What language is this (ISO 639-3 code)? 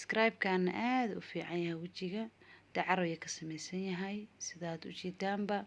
som